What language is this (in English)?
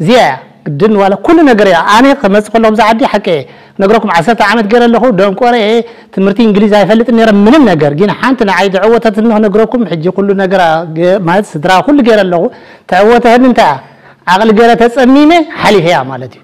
Tigrinya